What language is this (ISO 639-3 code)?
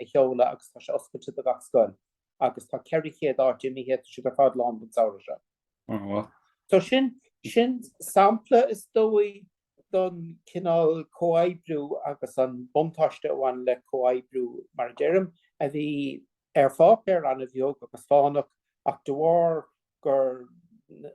gle